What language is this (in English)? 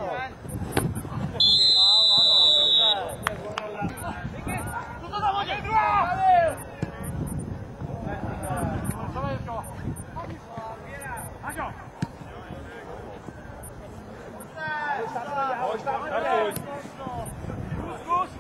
Czech